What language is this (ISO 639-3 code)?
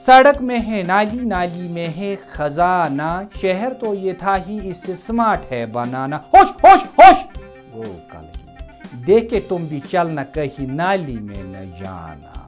kas